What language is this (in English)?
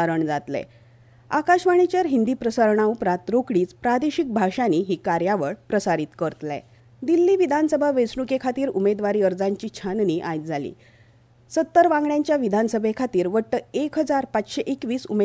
Konkani